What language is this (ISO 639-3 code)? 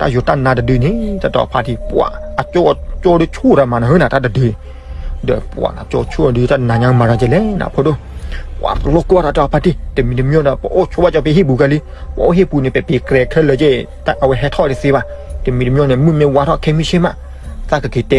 ksw